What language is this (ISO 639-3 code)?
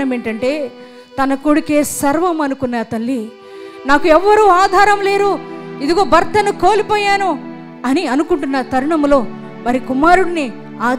tel